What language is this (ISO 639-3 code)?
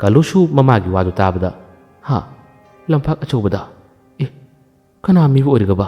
mni